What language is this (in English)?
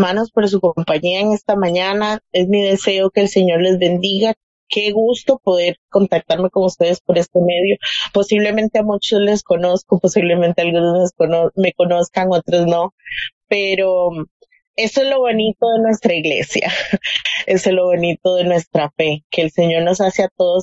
Spanish